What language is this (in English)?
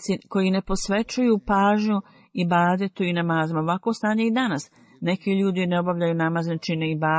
Bosnian